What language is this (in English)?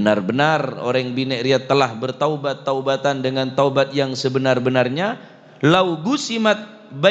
Madurese